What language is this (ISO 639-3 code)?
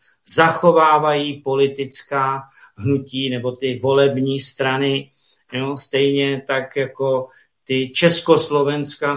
ces